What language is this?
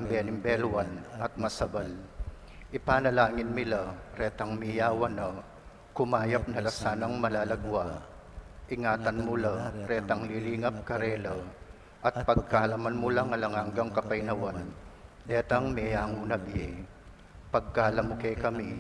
Pampanga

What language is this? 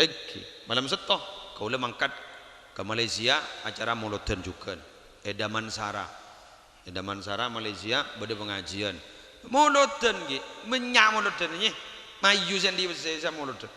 Madurese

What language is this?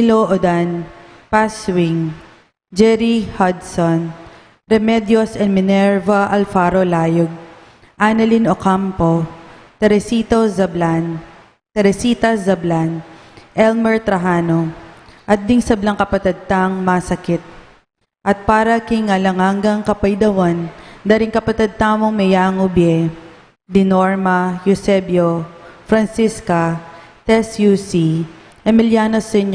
Pampanga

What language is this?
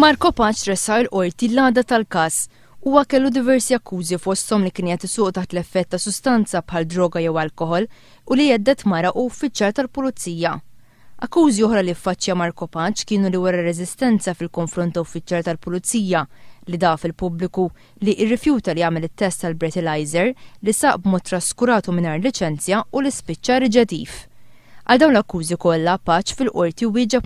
Maltese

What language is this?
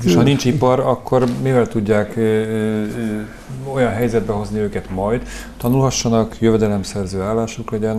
Hungarian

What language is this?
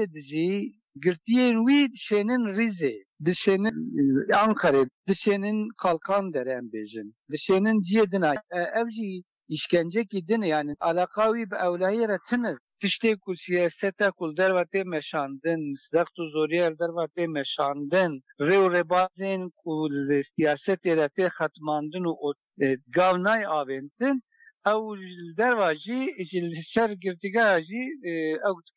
Kurdish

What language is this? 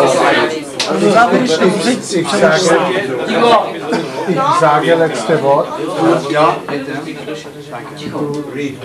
Czech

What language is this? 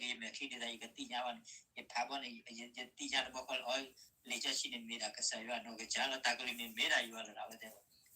S'gaw Karen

